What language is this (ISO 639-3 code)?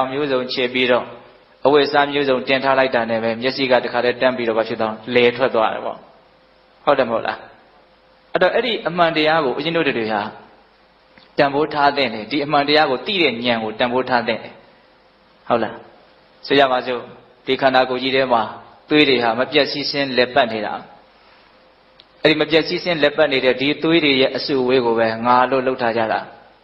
mya